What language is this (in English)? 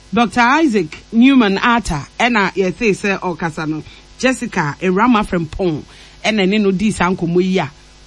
Akan